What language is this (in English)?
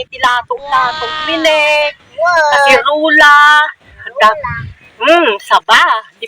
Iloko